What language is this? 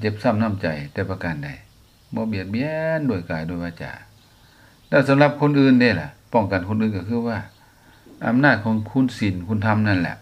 Lao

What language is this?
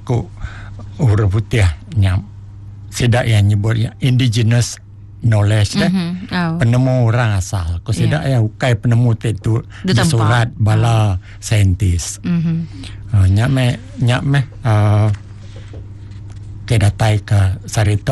Iban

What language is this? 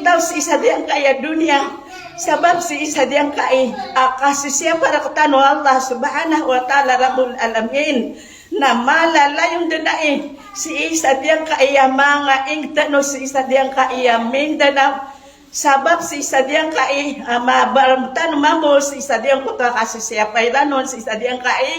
Maranao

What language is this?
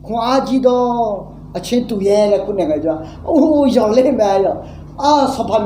Akha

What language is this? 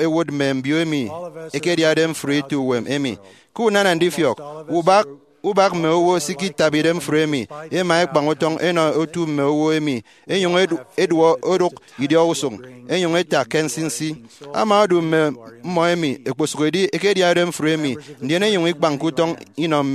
Efik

